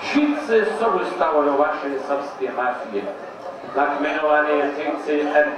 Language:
Upper Sorbian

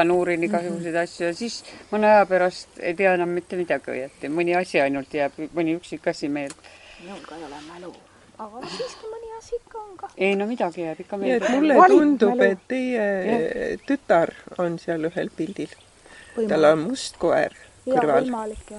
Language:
Estonian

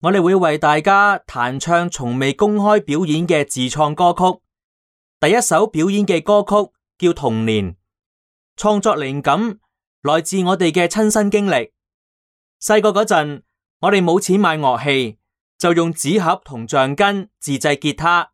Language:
Cantonese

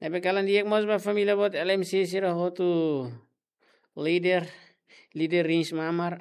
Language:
Tetum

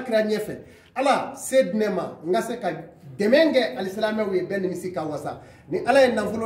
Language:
Bambara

